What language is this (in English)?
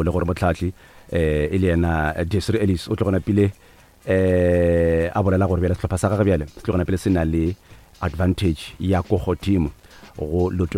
Northern Sotho